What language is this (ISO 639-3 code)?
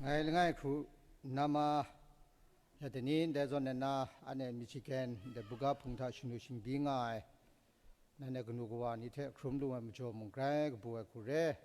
kac